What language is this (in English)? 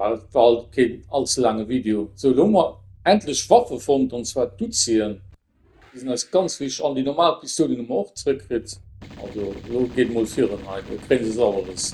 Luxembourgish